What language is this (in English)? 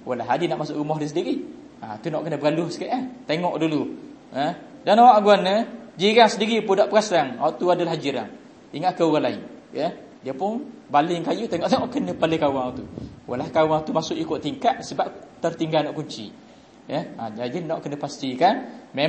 Malay